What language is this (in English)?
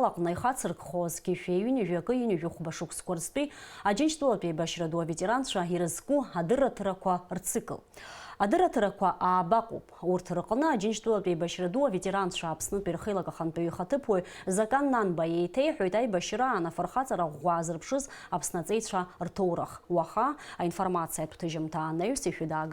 Abkhazian